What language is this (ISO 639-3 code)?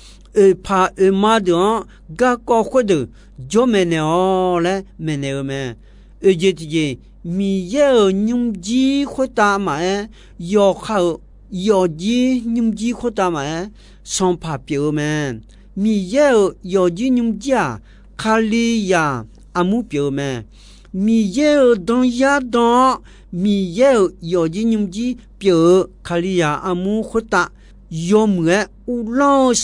ahk